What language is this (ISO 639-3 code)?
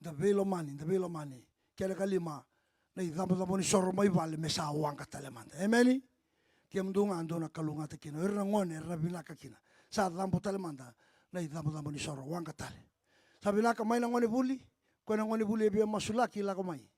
fij